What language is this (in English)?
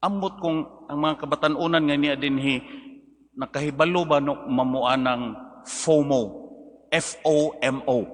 Cebuano